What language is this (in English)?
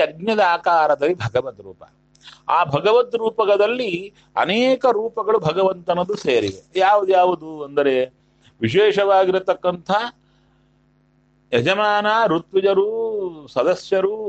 Kannada